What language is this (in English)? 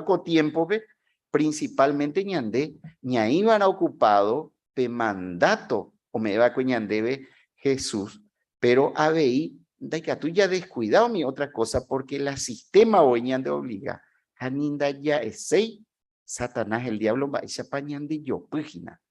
Guarani